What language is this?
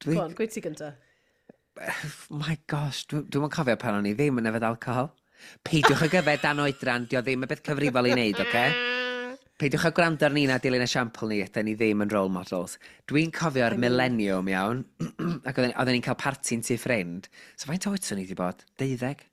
Welsh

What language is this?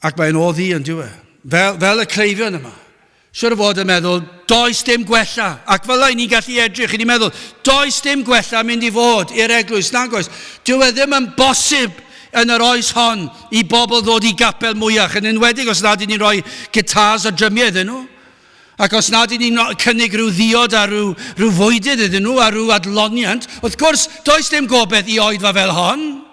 Welsh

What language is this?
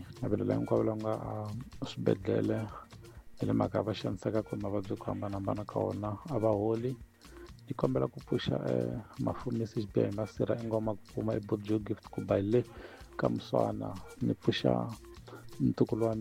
Tsonga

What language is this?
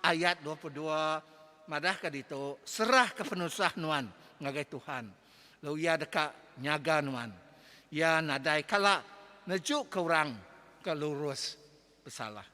Iban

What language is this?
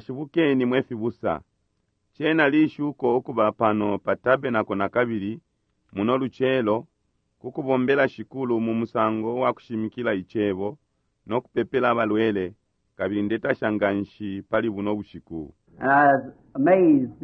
Bemba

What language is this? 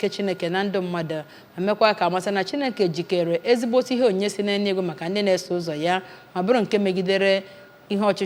Igbo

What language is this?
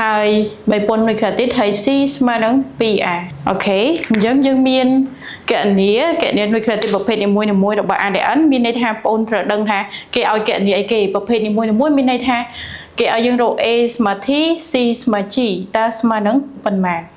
Khmer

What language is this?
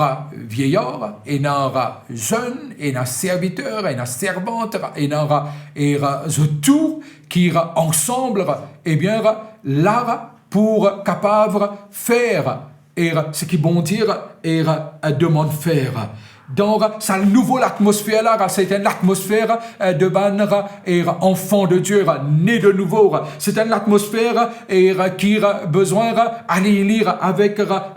Morisyen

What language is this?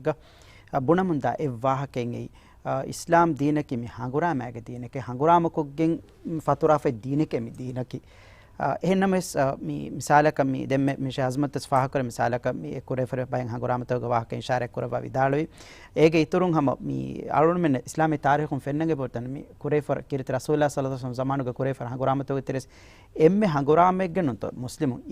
Divehi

